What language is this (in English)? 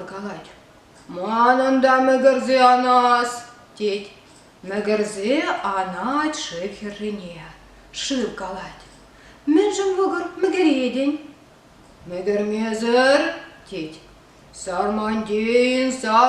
Chuvash